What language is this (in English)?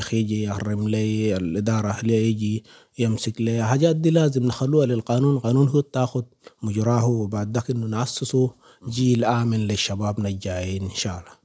Sudanese Arabic